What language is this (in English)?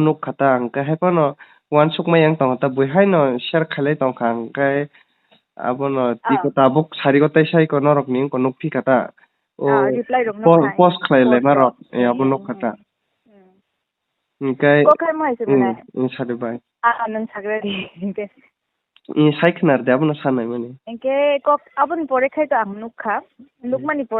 Kok Borok